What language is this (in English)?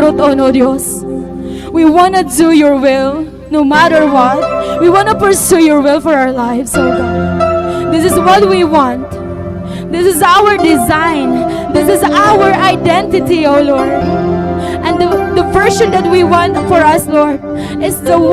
Waray